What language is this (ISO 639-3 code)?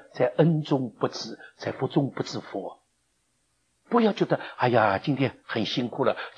zho